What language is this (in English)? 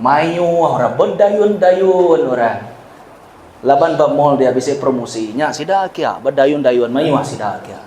Iban